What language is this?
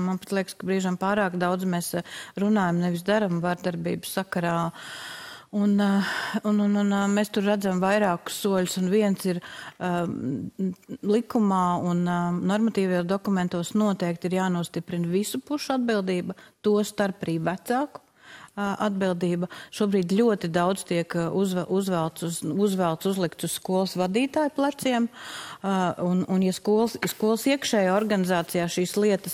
Latvian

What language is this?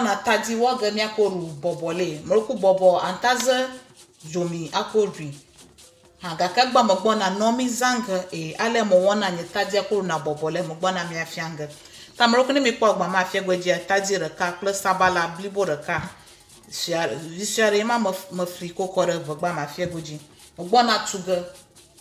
Ewe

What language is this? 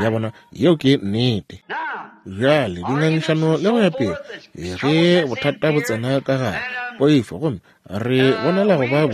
Northern Sotho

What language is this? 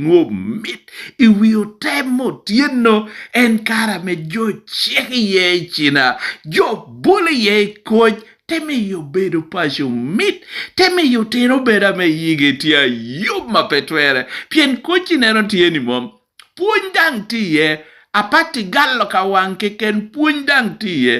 Lango (Uganda)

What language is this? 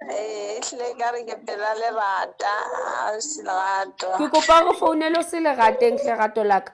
Southern Sotho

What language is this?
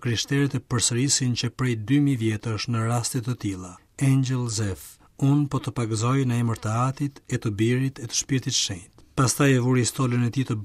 Albanian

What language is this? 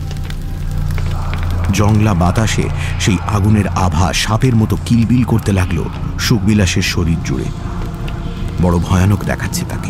Bangla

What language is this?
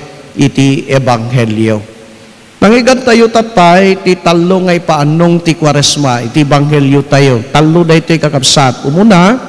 Iloko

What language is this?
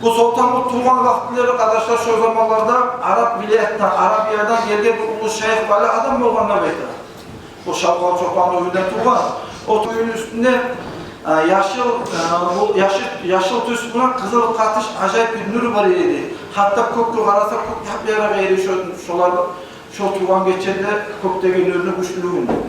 Kumyk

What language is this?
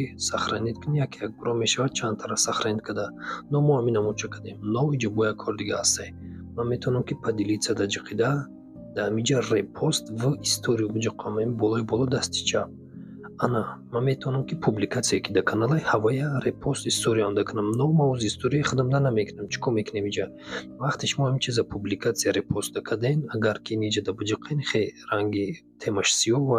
Tajik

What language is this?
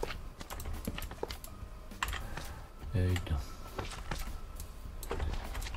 Czech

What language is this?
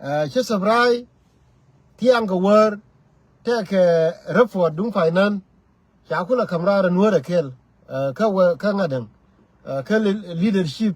Nuer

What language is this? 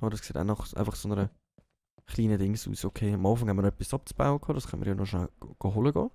Swiss German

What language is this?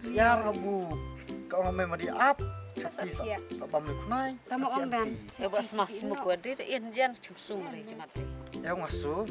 Khasi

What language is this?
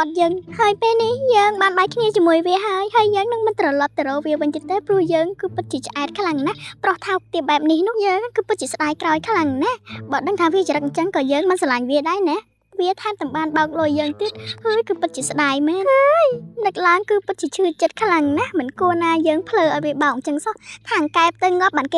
Khmer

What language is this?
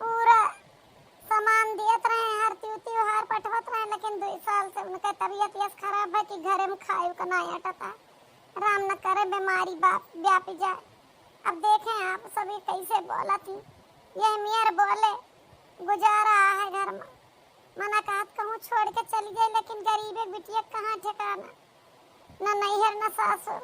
Awadhi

